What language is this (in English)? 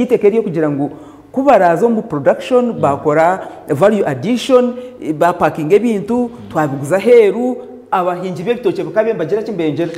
Nyankole